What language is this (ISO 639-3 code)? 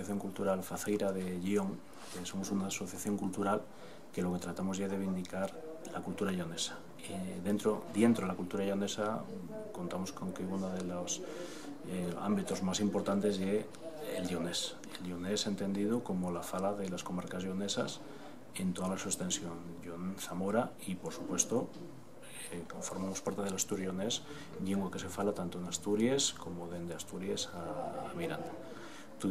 ast